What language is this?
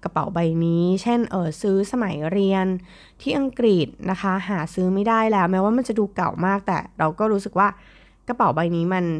Thai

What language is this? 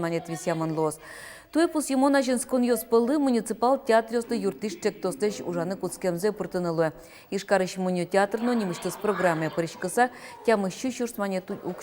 Udmurt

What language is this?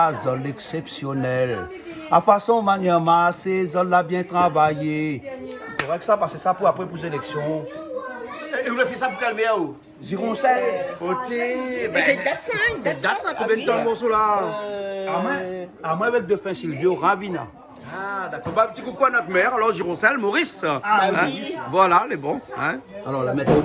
Réunion Creole French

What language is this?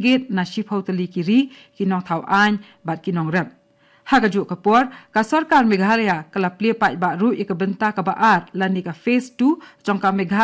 Khasi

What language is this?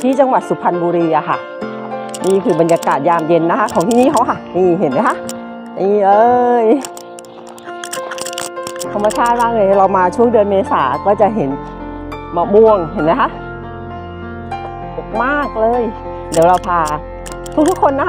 Thai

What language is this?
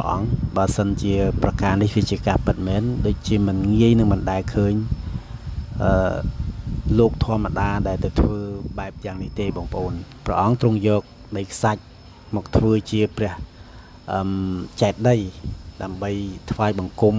Khmer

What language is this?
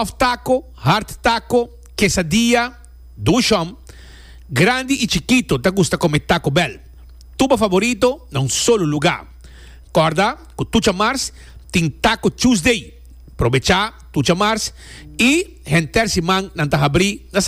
Papiamento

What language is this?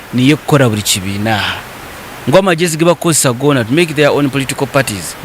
Nyankole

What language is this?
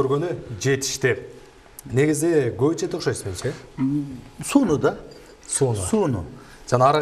Kyrgyz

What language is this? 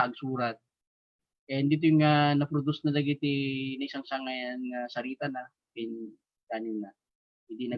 Iloko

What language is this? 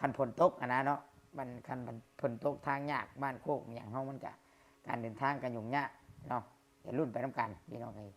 Lao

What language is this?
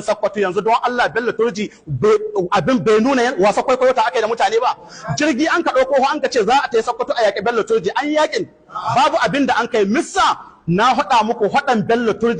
Hausa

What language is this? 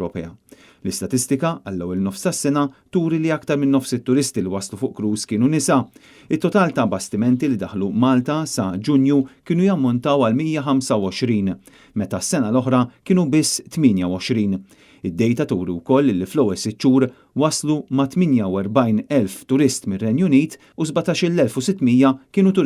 Maltese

